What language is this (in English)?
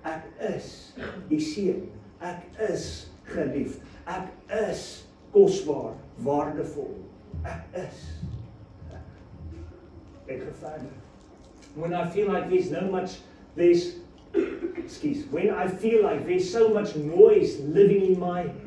Afrikaans